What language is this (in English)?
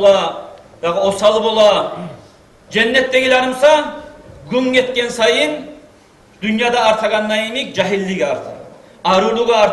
Kumyk